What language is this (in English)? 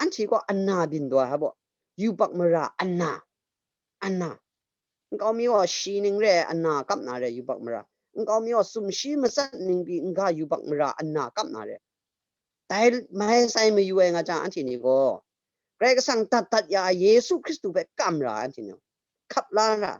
Kachin